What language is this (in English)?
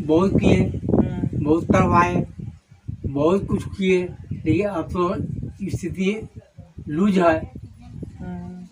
Magahi